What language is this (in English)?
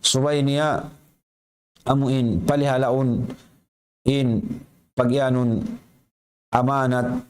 Tausug